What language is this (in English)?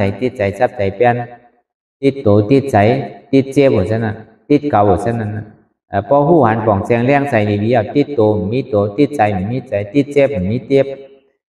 Shan